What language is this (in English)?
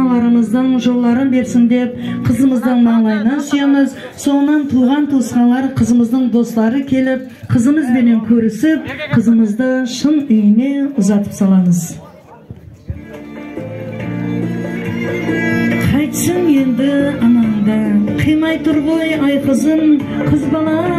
Kara-Kalpak